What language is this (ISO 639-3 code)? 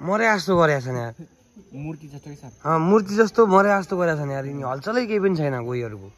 nep